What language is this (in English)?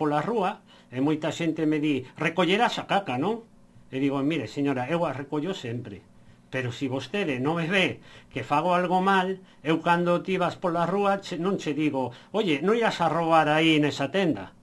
Galician